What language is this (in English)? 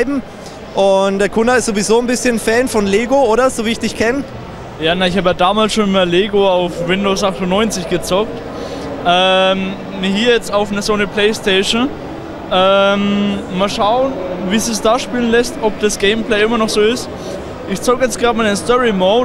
German